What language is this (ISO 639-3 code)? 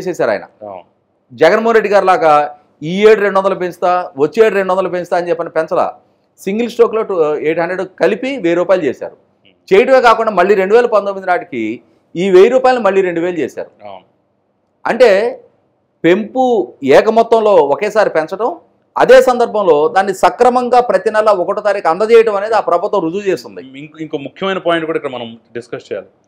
tel